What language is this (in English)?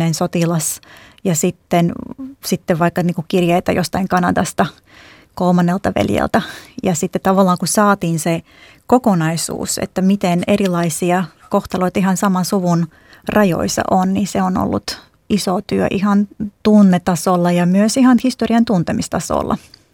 Finnish